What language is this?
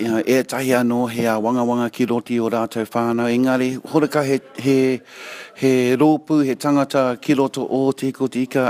Māori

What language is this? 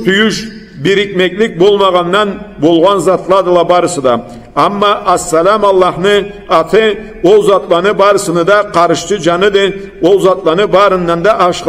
Karachay-Balkar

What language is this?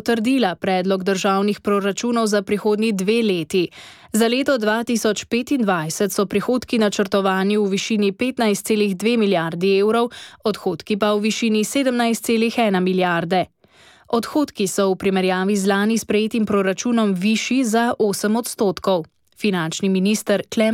Slovenian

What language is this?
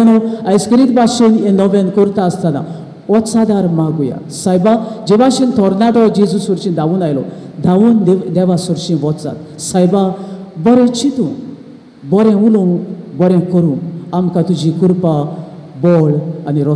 Konkani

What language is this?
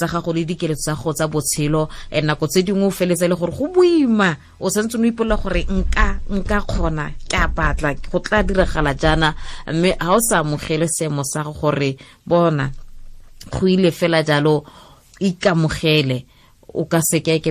Tswana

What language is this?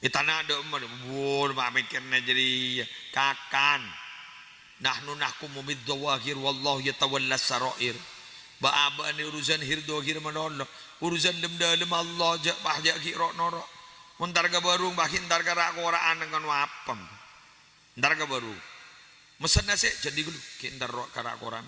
Madurese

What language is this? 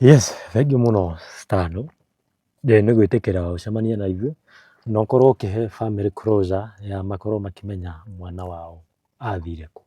Kikuyu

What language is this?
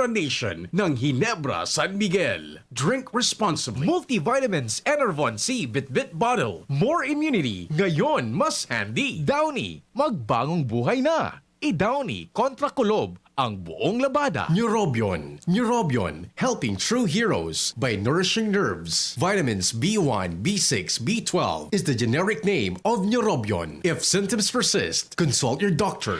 Bikol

